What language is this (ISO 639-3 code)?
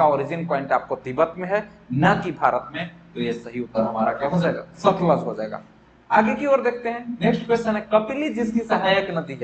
hin